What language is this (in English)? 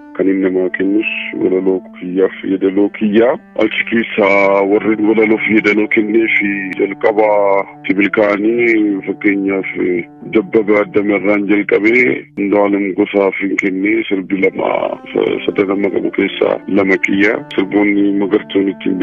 Oromo